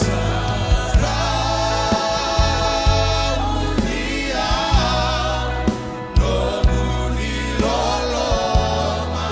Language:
Fijian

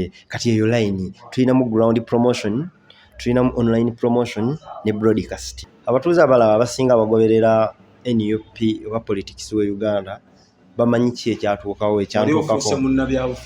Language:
Ganda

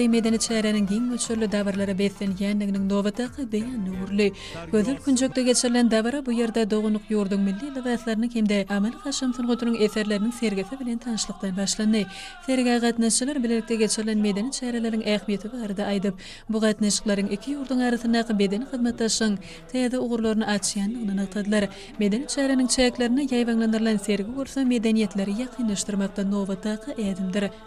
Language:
Turkmen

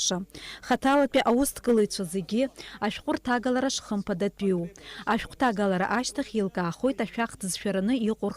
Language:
Abkhazian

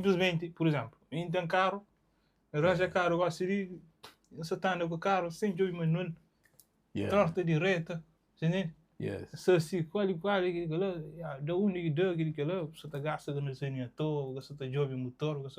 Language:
Kabuverdianu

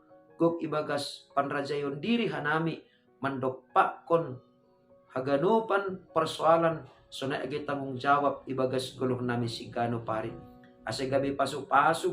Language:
Batak Simalungun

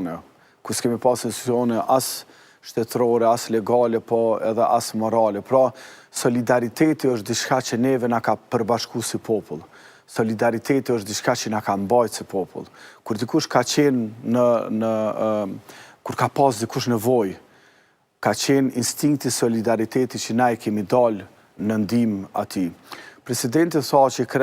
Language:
Albanian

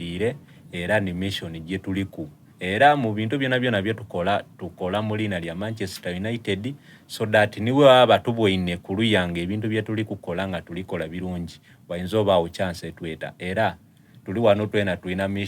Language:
Soga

